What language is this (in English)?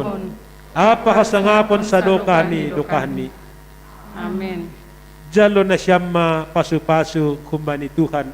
Batak Simalungun